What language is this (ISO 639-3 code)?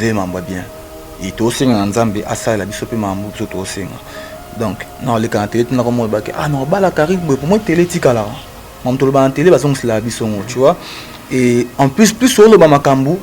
lin